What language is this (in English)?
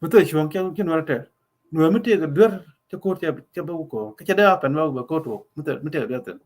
Nuer